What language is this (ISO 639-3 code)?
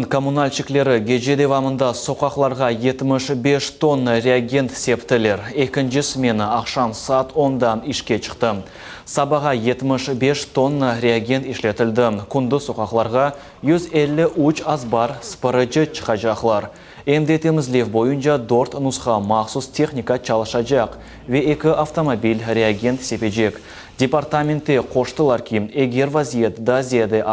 crh